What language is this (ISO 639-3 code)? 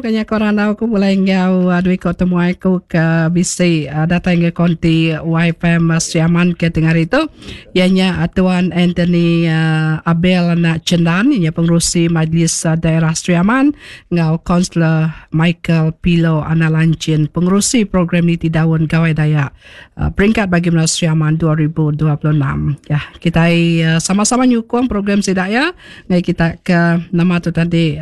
iba